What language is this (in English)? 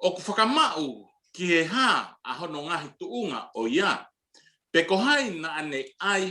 Tongan